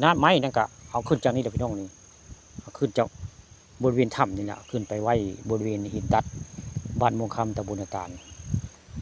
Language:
Northeastern Thai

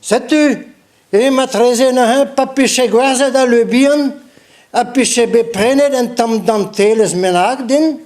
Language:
Breton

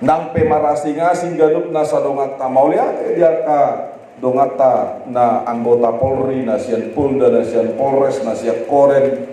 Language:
Batak Toba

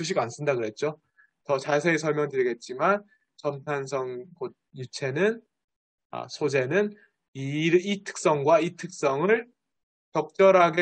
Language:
Korean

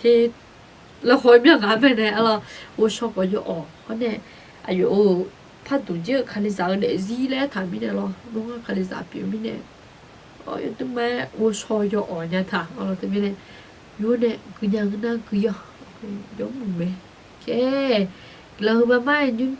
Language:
Akha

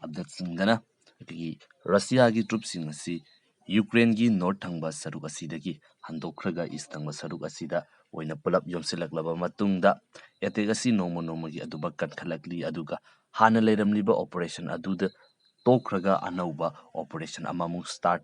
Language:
Manipuri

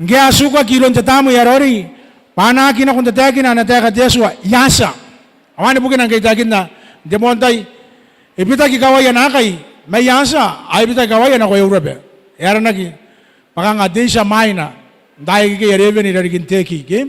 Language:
Gilbertese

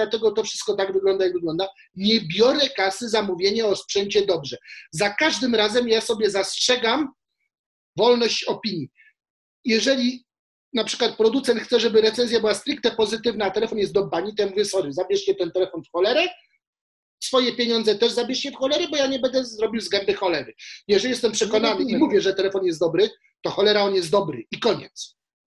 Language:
Polish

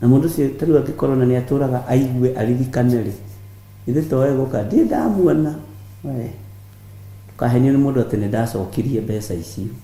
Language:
Kikuyu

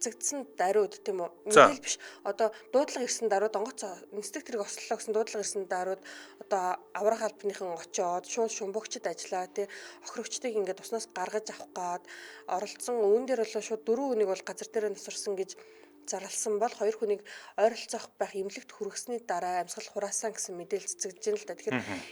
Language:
Mongolian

